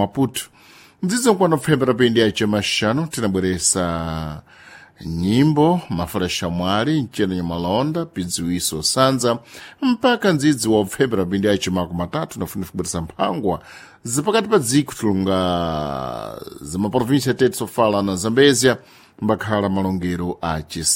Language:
Sena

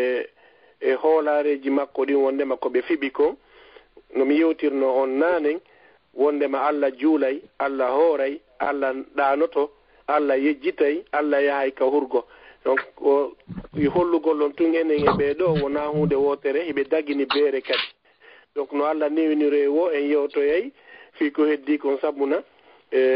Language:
Fula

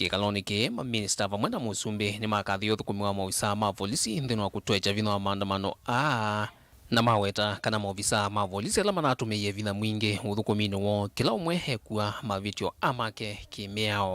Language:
Kamba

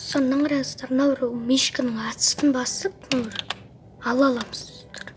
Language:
Kazakh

